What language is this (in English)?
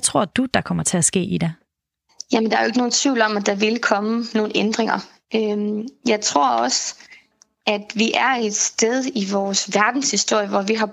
Danish